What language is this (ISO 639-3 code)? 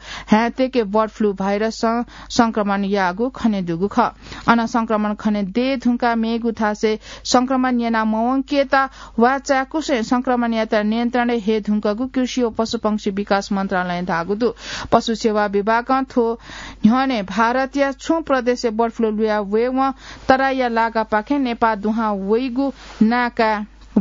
new